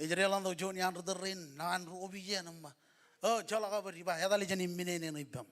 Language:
Marshallese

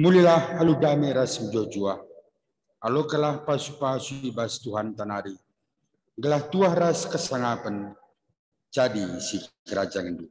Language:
Batak Karo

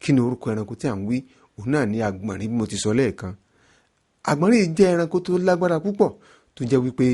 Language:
Yoruba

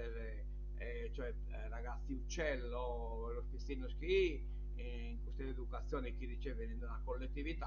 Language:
Sardinian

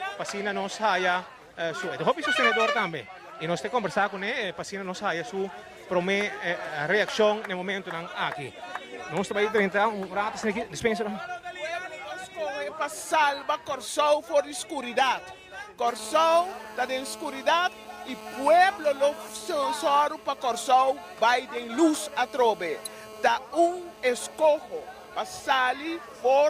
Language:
Papiamento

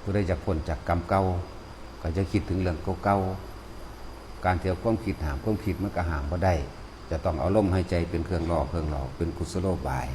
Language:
Northeastern Thai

